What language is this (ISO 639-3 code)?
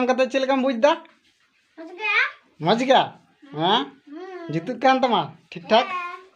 sat